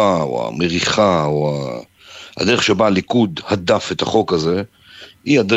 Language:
Hebrew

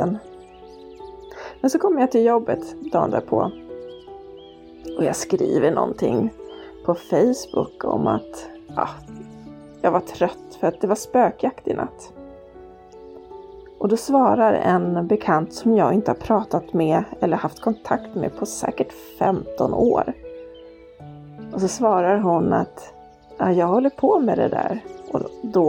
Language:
Swedish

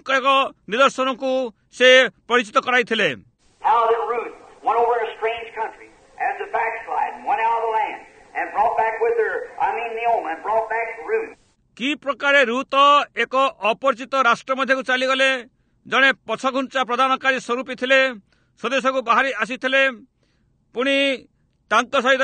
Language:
Odia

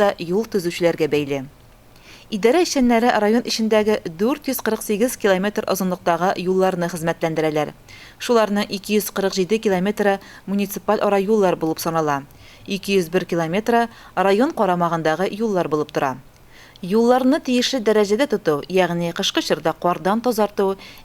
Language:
Tatar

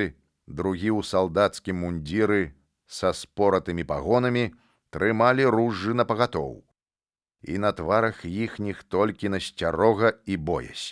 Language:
Belarusian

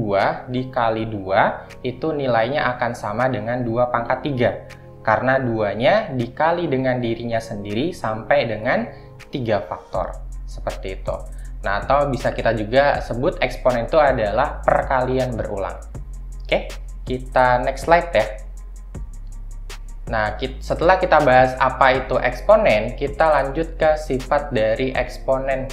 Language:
Indonesian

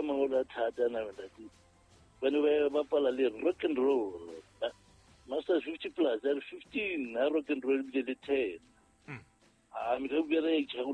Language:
Southern Sotho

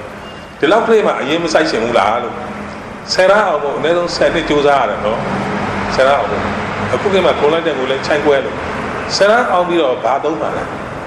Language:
Burmese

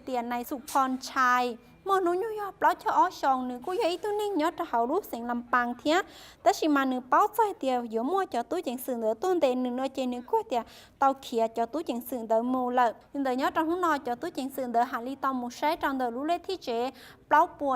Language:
Hmong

